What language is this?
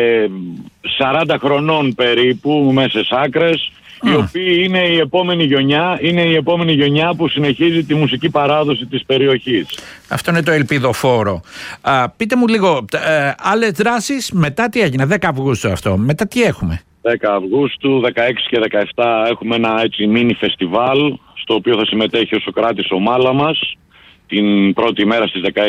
Greek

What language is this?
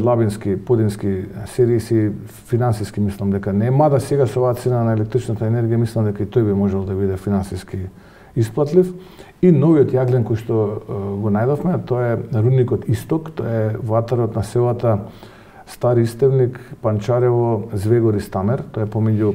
Macedonian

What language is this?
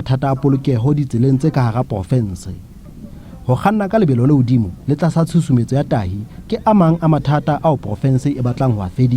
Southern Sotho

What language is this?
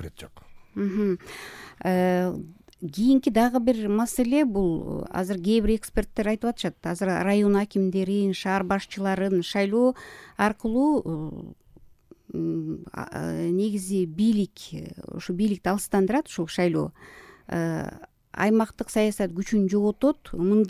Kyrgyz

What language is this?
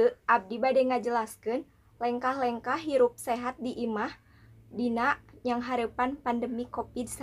Sundanese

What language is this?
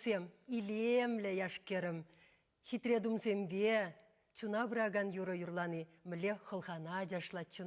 Chuvash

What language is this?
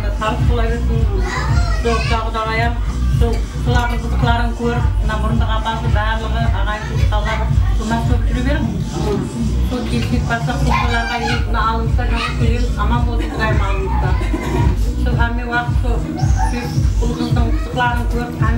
Kazakh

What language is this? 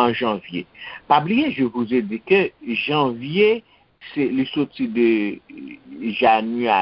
Haitian Creole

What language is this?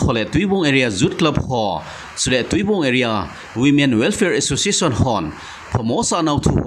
Thado Chin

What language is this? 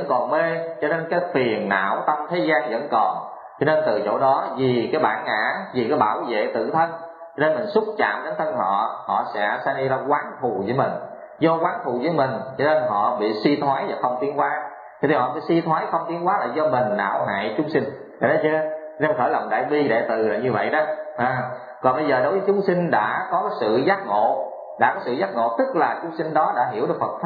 Vietnamese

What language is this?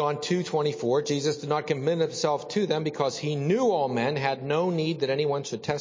English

